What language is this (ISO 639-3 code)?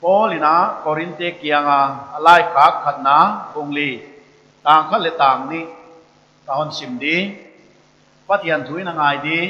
pck